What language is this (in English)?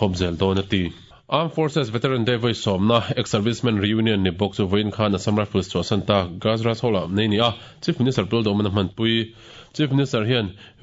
Mizo